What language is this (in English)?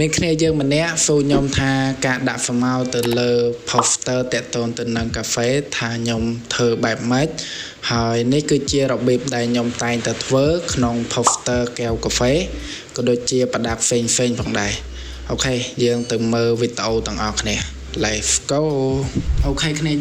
Khmer